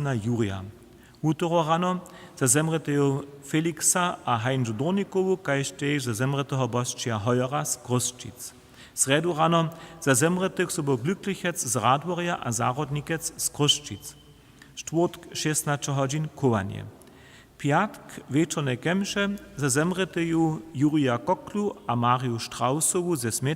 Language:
Upper Sorbian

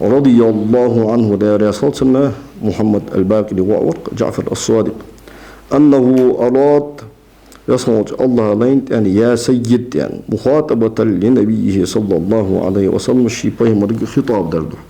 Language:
Ingush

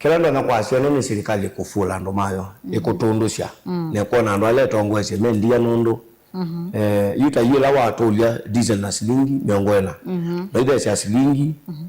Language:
Kamba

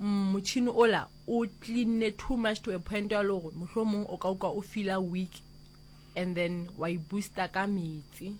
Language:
Northern Sotho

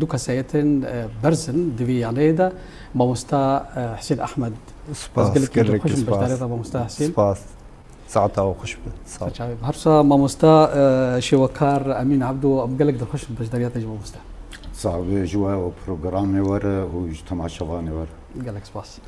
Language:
Kurdish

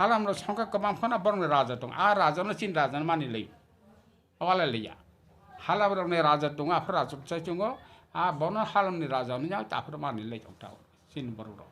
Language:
Kok Borok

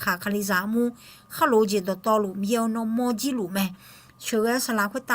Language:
Akha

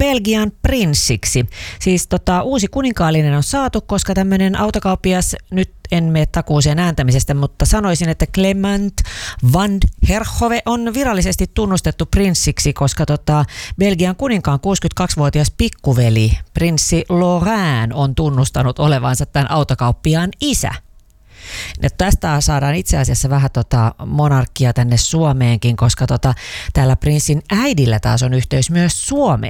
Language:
Finnish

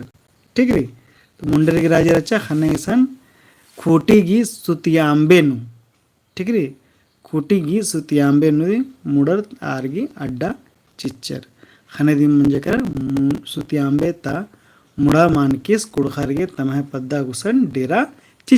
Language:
Kurukh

